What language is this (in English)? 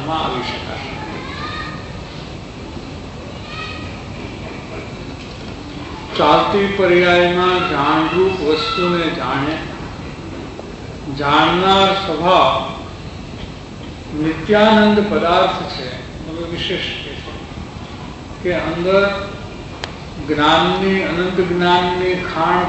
Gujarati